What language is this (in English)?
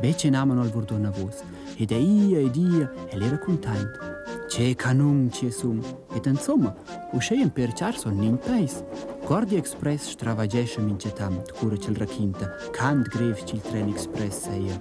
Romansh